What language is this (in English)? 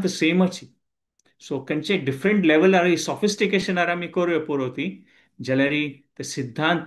Konkani